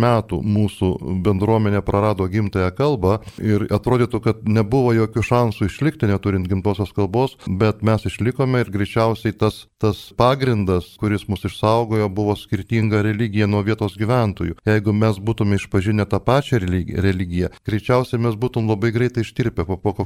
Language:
Lithuanian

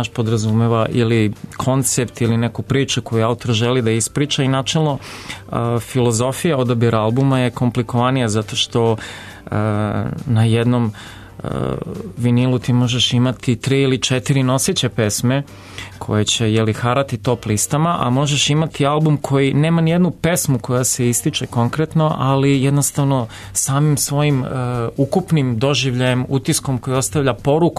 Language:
Serbian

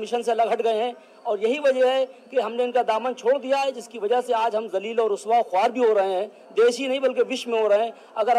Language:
Urdu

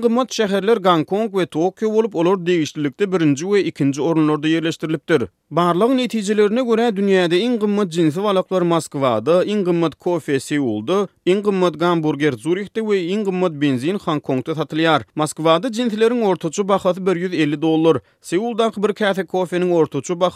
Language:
Turkmen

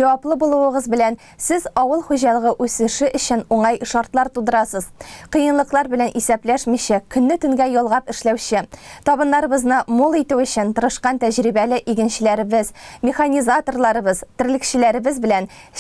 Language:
Tatar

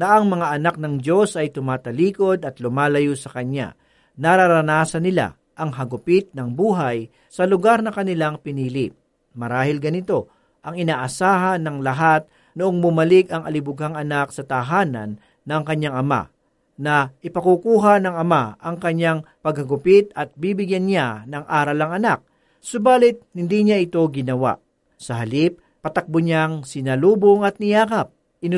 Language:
Filipino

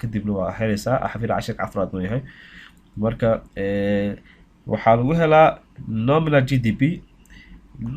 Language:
Somali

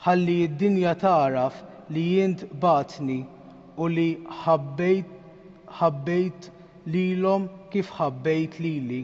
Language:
Maltese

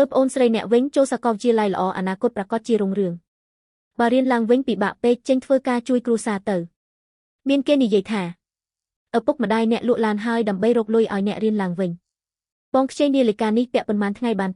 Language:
Khmer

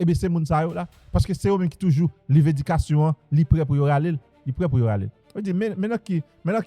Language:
Haitian Creole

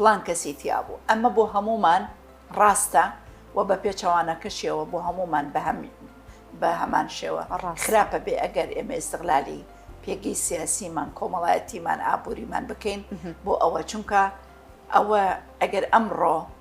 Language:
Central Kurdish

